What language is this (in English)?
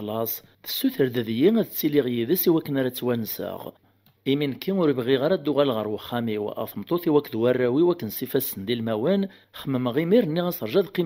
Kabyle